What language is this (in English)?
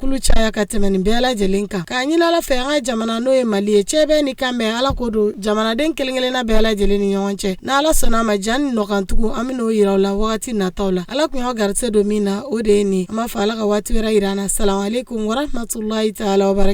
Bambara